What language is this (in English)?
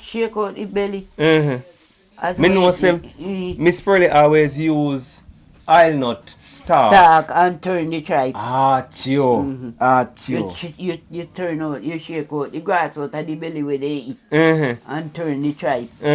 Jamaican Creole English